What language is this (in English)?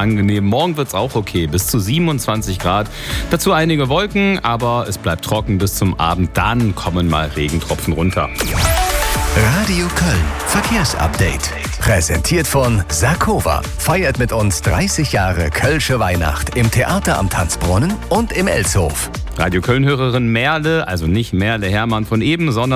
German